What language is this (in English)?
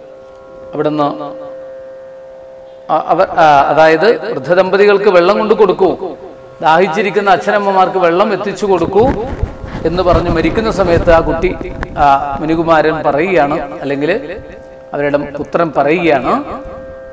Malayalam